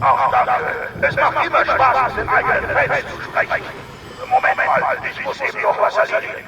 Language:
Bavarian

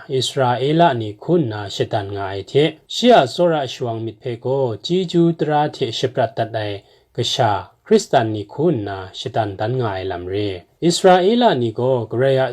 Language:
Kachin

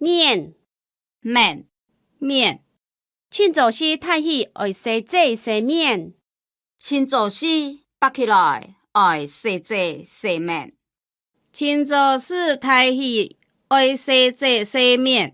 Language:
Hakka Chinese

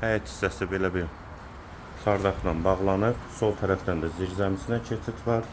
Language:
Azerbaijani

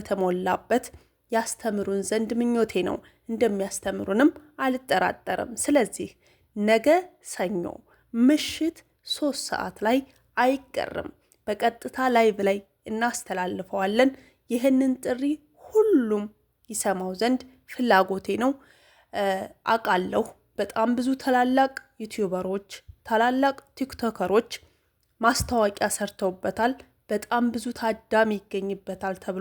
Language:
Amharic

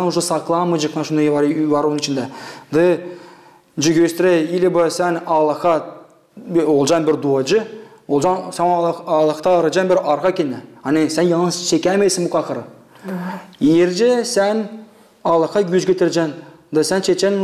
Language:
Gagauz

